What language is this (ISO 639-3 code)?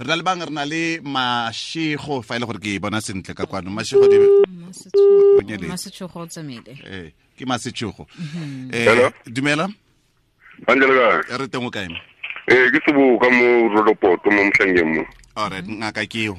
tsn